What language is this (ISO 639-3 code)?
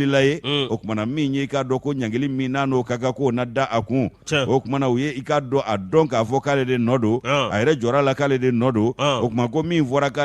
bam